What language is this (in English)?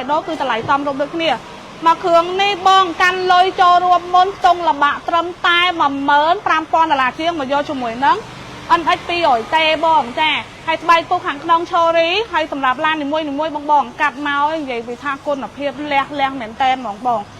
Khmer